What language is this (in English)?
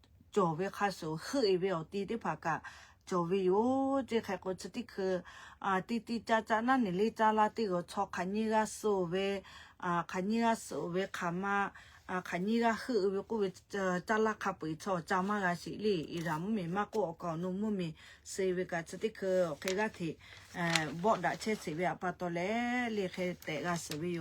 Lahu